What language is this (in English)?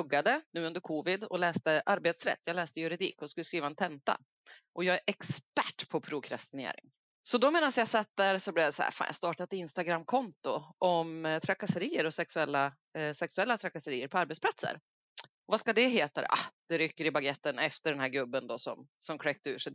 Swedish